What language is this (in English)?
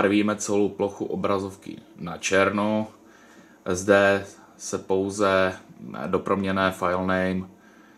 Czech